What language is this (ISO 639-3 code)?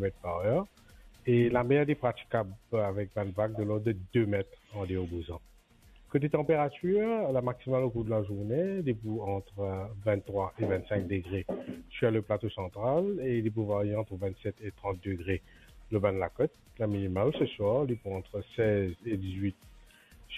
mfe